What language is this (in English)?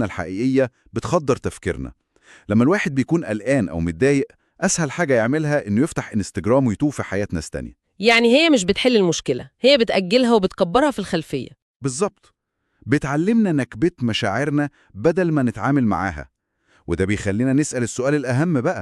Egyptian Arabic